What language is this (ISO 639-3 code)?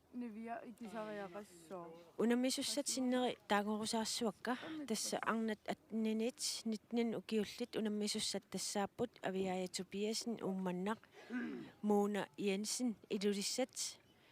kal